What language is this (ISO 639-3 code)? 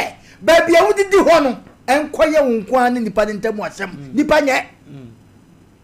aka